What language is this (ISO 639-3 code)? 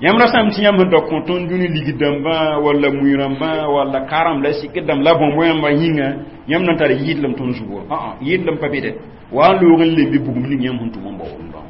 mos